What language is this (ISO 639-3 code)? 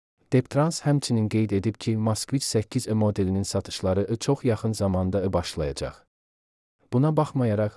aze